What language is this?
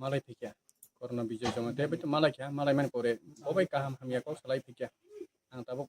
Kok Borok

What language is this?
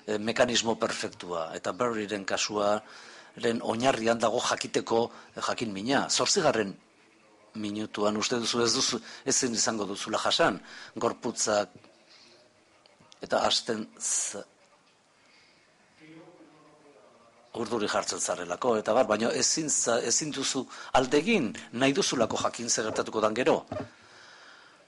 Basque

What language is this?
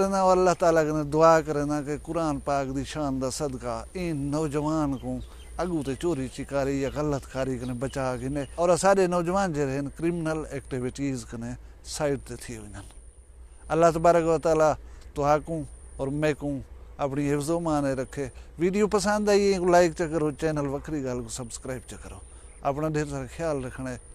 Saraiki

